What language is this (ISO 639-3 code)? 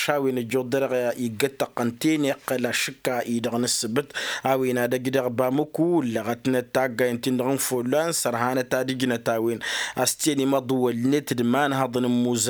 taq